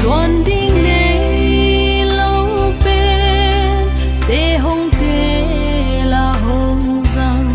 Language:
Paite Chin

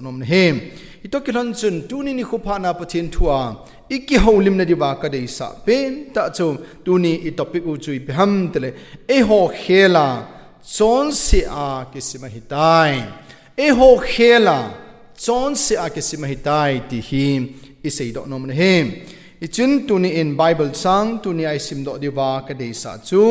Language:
Thado Chin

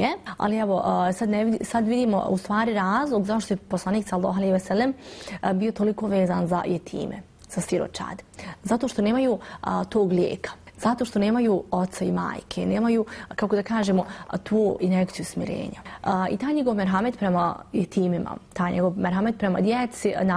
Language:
Bosnian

